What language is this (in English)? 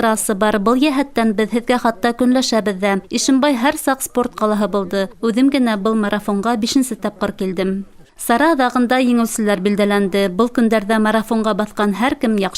Bashkir